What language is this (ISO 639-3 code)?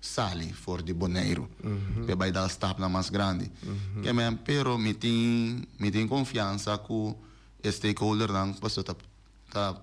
pap